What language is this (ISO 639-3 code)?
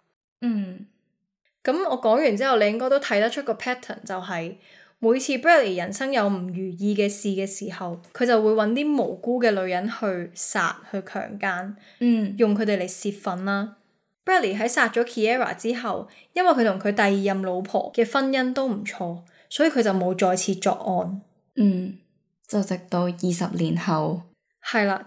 yue